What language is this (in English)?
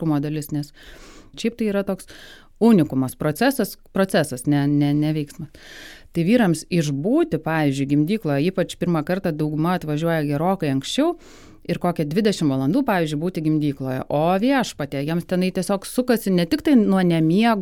Lithuanian